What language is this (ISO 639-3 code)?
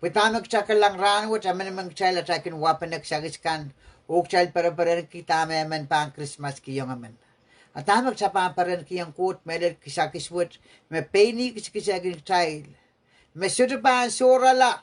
pon